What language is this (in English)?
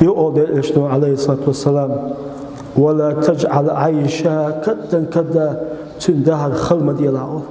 Chechen